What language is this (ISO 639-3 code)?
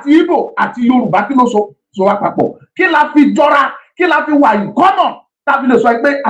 yor